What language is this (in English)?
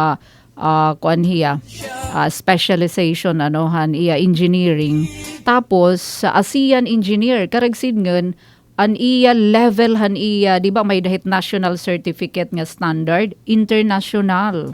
Waray